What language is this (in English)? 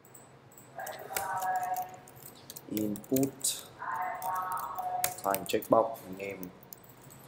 Vietnamese